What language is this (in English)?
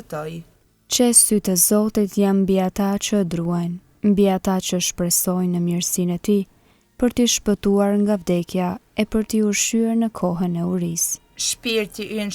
Albanian